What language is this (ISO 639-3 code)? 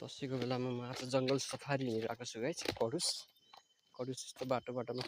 nep